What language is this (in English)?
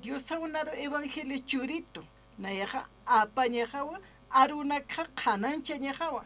Aymara